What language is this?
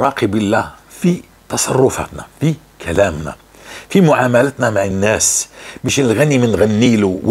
North Levantine Arabic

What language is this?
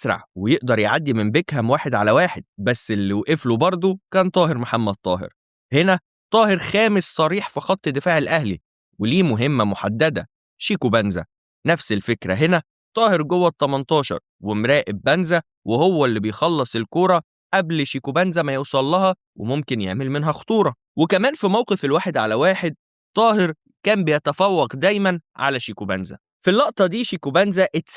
Egyptian Arabic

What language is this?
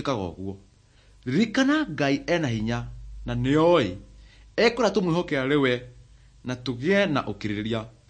Kikuyu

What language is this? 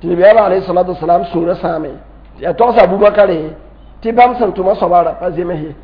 Mossi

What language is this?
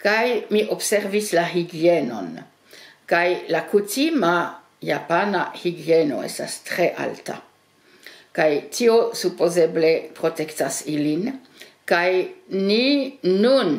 Esperanto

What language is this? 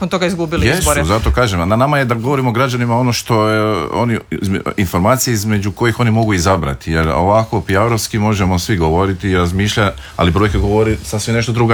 Croatian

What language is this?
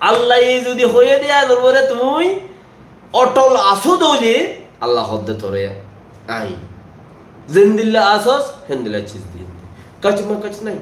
Rohingya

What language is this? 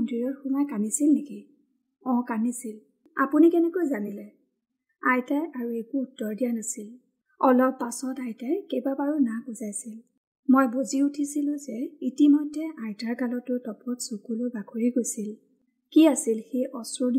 Assamese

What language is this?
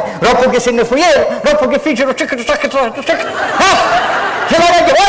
Sicilian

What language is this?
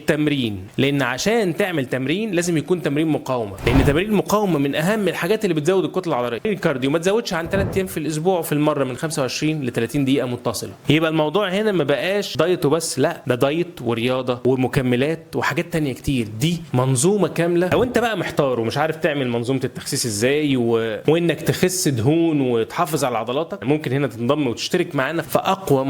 Egyptian Arabic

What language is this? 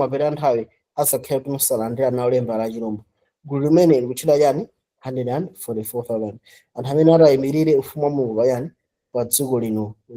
Nyanja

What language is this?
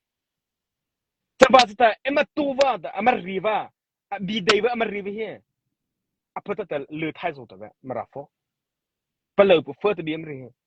Mara Chin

